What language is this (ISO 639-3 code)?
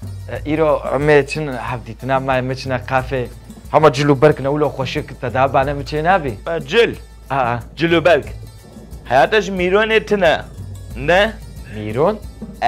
kur